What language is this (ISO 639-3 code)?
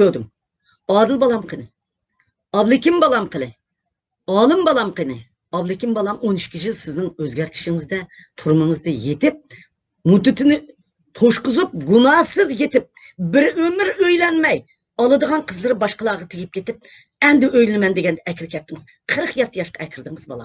uig